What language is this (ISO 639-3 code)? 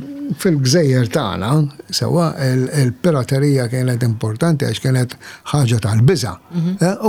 mlt